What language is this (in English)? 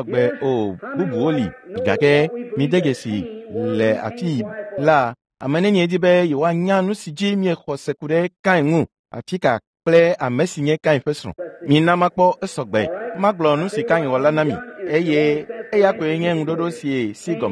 Ewe